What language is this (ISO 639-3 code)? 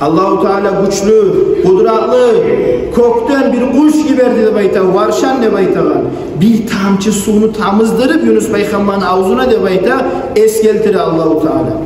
kum